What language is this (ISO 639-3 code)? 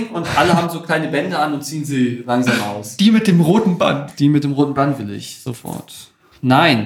deu